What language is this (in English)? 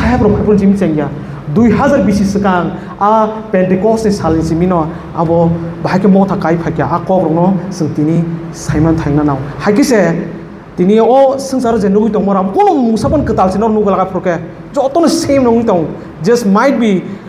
Kok Borok